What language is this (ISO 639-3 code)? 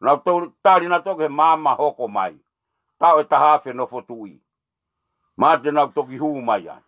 ton